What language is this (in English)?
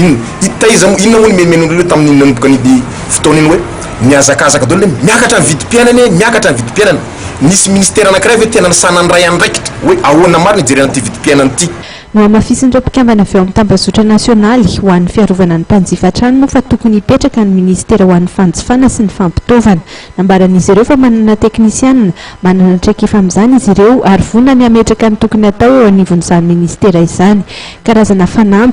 Malagasy